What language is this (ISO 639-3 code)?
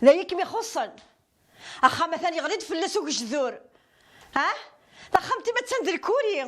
kab